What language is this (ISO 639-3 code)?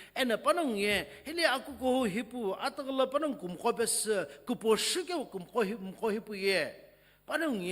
nsm